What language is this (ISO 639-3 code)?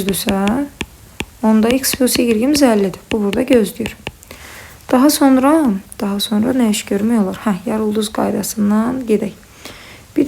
aze